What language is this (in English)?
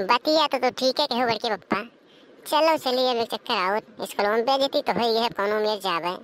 Awadhi